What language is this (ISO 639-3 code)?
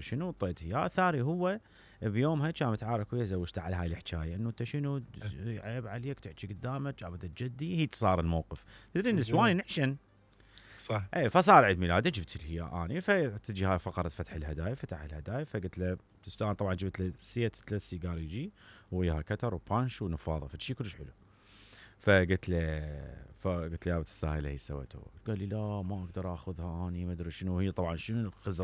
acm